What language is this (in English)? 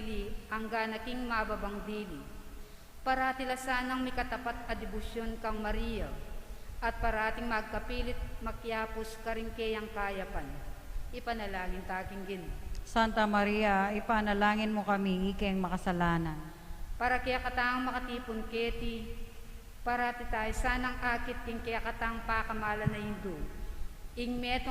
Pampanga